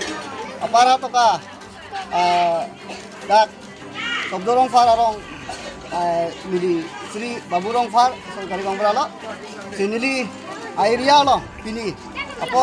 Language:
Karbi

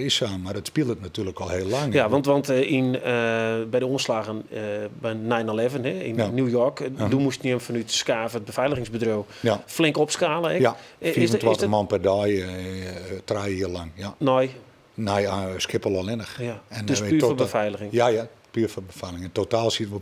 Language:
Western Frisian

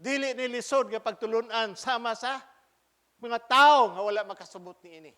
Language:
Cebuano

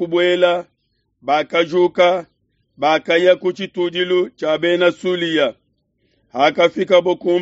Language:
Luba-Lulua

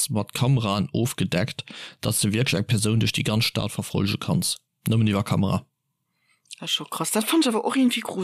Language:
Luxembourgish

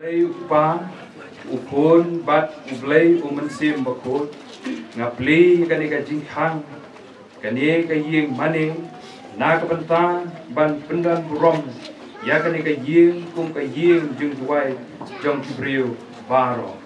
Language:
Khasi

